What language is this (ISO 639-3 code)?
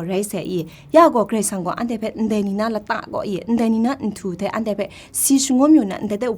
kac